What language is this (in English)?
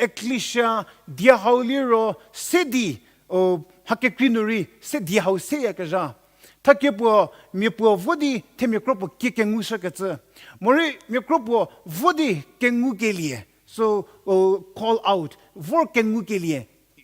Angami Naga